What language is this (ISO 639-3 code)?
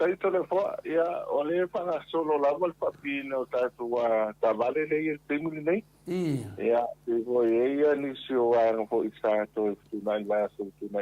smo